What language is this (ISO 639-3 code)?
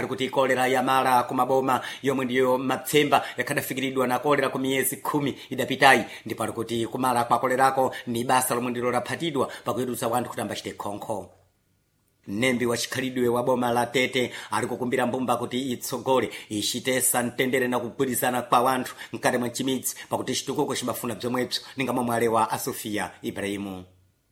seh